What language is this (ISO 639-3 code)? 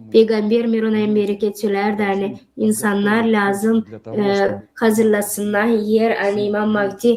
gag